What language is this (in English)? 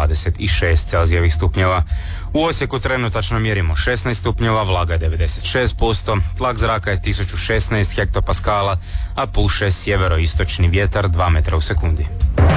Croatian